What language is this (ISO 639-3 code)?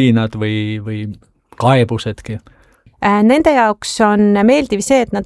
est